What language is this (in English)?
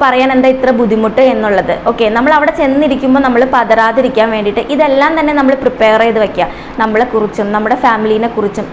Malayalam